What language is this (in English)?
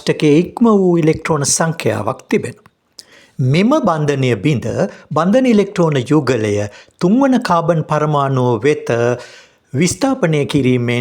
Sinhala